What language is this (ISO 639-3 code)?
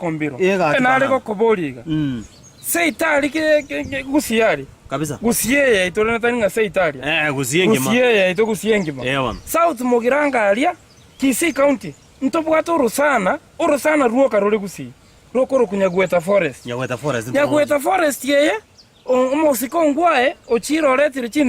guz